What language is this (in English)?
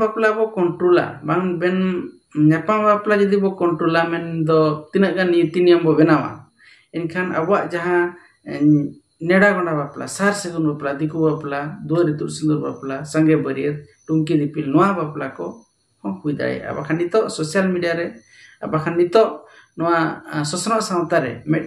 Santali